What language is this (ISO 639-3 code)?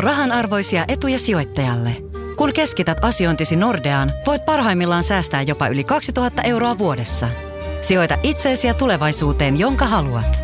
fin